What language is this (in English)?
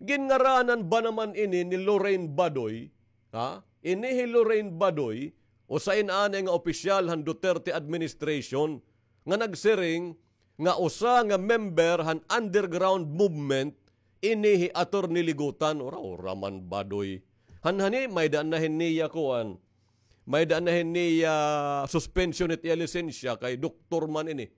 Waray